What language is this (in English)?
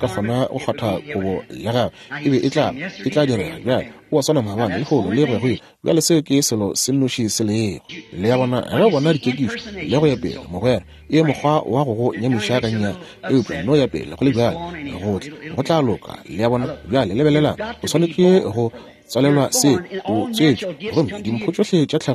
Northern Sotho